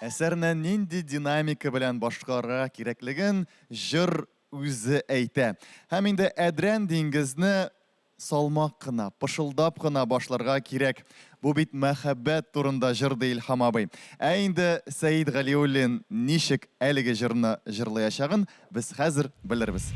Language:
Tatar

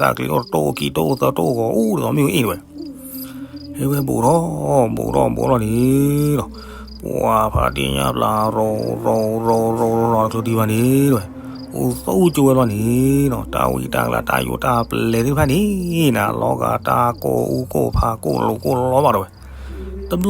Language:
S'gaw Karen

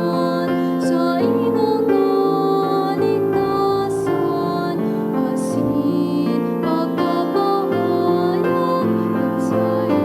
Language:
Bikol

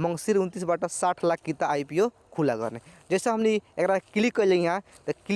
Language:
Bhojpuri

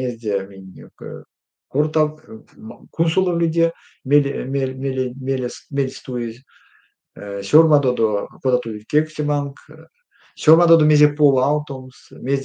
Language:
Erzya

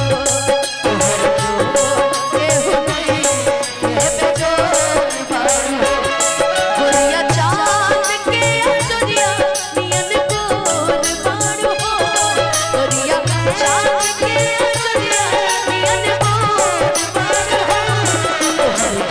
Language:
Bhojpuri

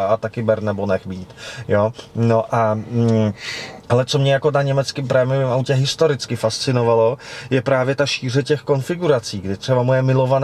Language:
Czech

